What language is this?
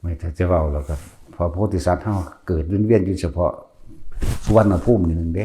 Northeastern Thai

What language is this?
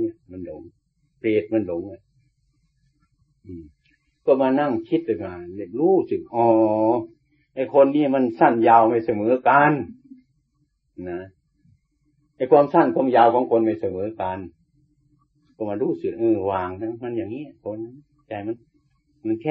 Thai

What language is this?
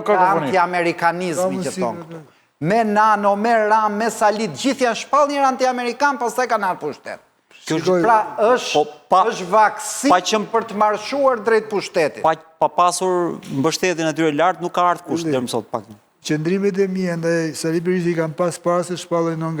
Albanian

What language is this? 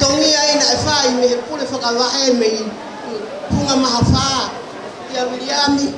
Tongan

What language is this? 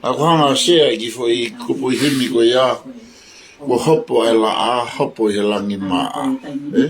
Tongan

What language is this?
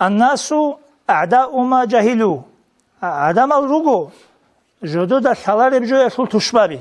Avaric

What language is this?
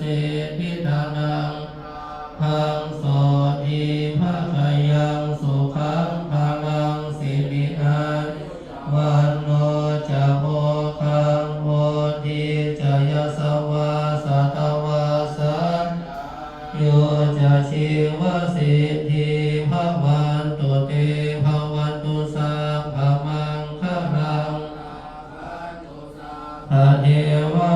Pali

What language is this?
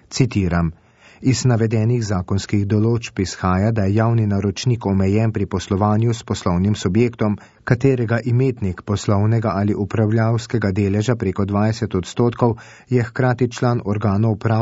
Slovenian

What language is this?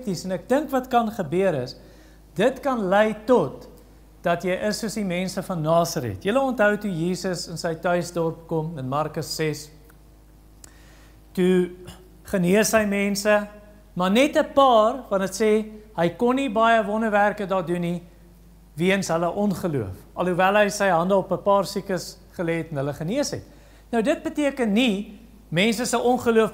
Afrikaans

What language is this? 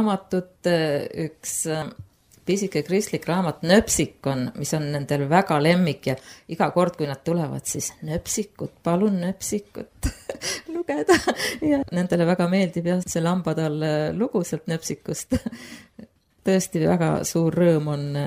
Estonian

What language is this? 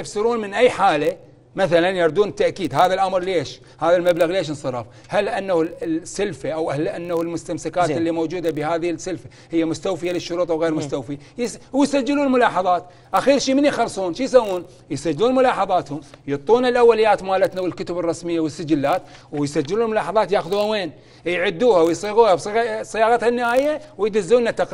Mesopotamian Arabic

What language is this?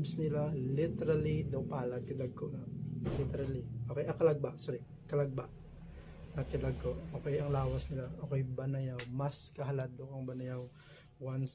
Hiligaynon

